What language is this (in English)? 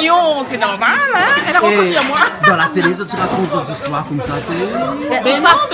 Réunion Creole French